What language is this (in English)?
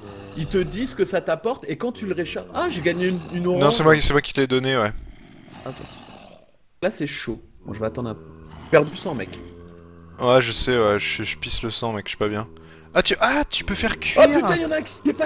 French